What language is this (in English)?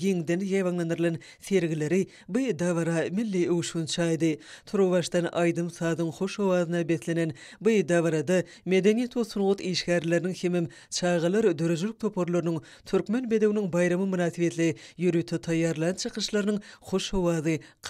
Turkmen